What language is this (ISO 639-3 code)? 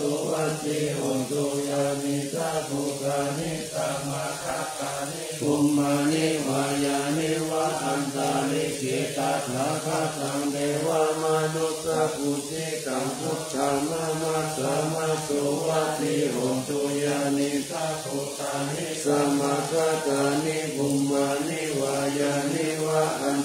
pli